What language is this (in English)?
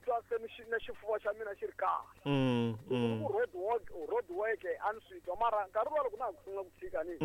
Tsonga